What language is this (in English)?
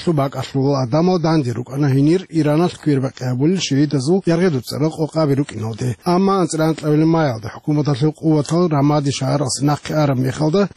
Avaric